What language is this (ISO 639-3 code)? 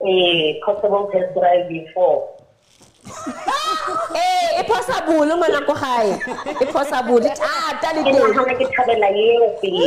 sot